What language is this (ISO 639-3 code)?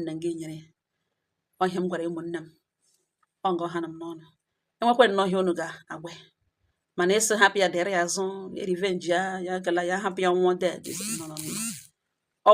ibo